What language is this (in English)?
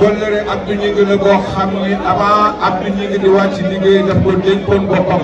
Wolof